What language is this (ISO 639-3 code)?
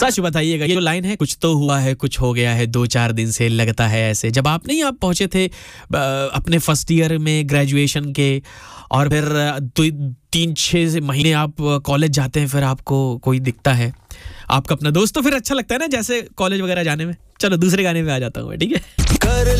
hin